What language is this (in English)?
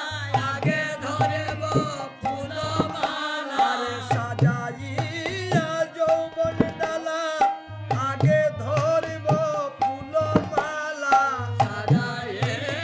Bangla